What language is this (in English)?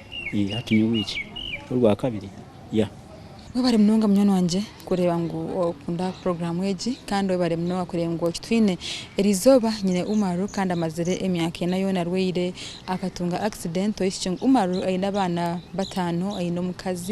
Nyankole